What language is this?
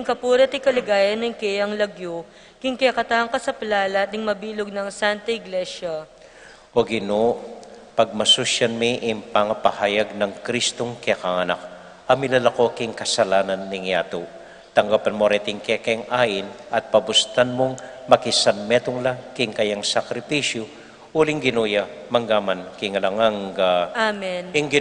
Pampanga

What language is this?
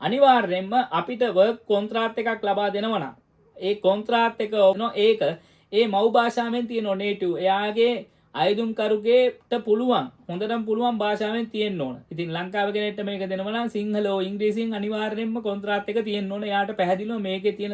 Sinhala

